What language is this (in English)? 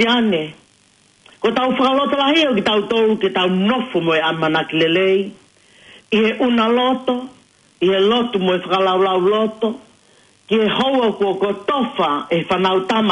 Tongan